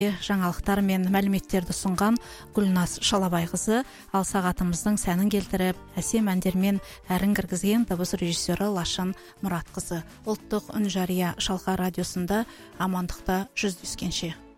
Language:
Kazakh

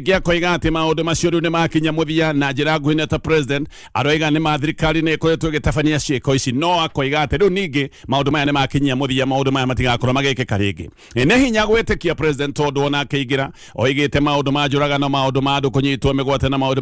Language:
Kikuyu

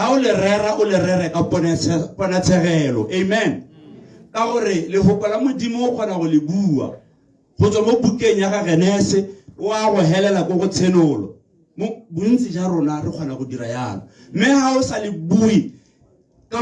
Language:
Tswana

